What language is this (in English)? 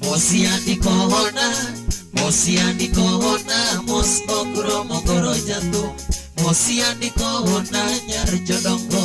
Luo (Kenya and Tanzania)